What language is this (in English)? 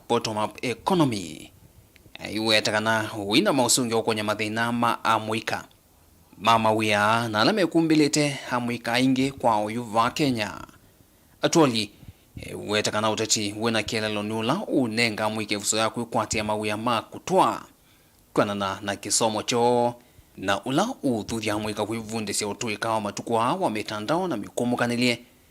Kamba